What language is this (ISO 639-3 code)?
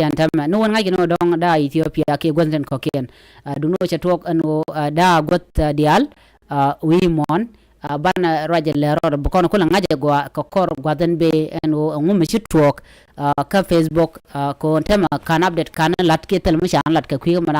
nus